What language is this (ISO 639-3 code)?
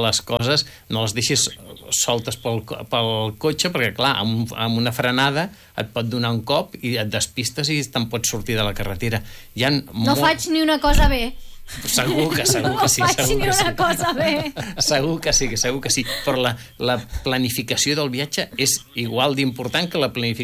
cat